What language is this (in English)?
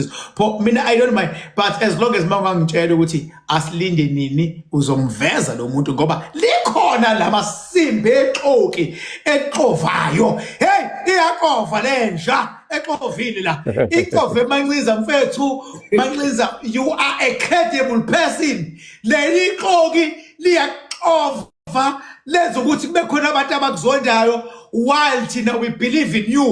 Zulu